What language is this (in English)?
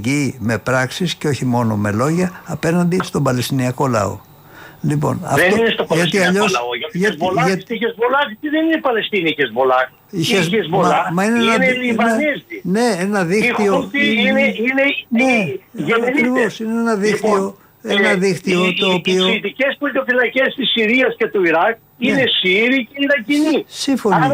Greek